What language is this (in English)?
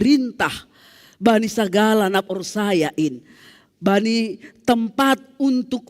Batak Simalungun